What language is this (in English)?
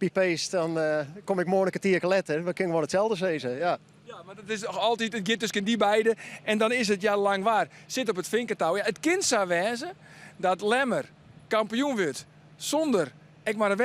Western Frisian